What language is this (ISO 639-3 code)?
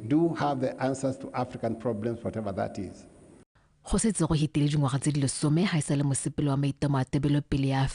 tsn